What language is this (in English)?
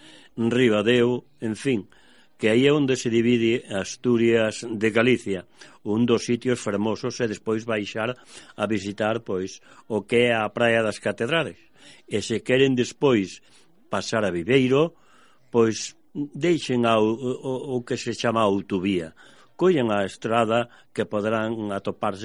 Galician